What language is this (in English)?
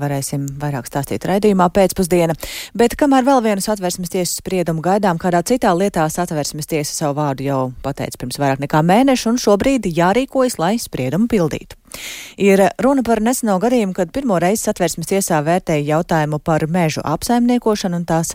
Latvian